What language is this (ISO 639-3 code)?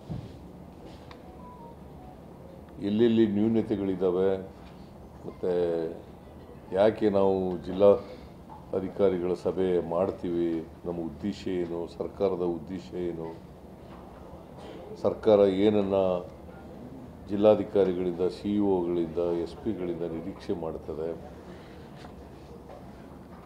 kan